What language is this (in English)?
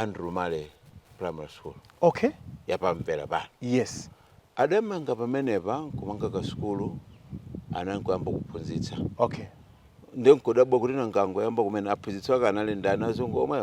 Nyanja